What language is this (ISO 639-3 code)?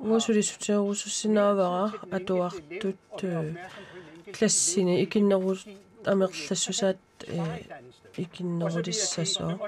kal